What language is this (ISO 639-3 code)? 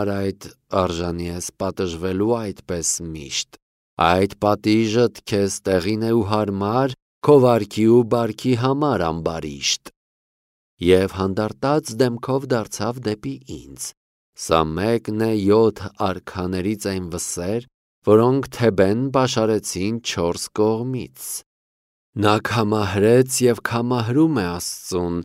hye